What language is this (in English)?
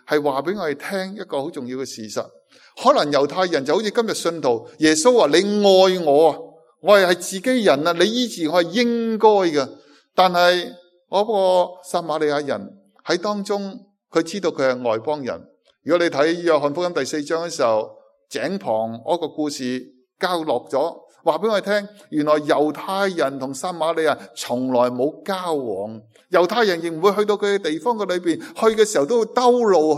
Cantonese